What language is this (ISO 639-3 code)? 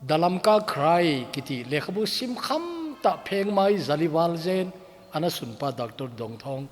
tcz